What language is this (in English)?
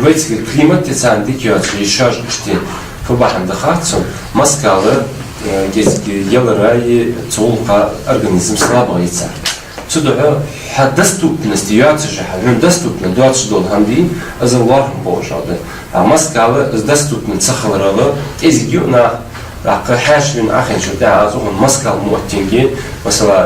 Ingush